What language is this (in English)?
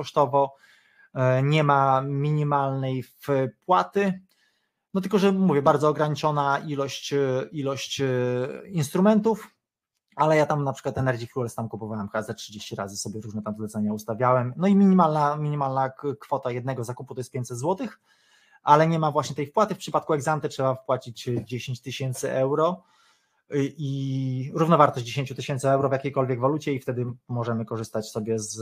Polish